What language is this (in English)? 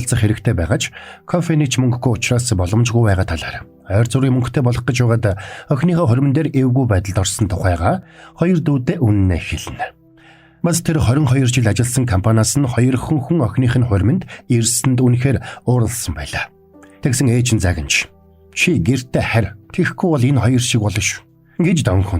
Mongolian